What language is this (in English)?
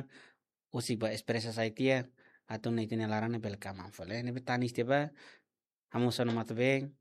Tetum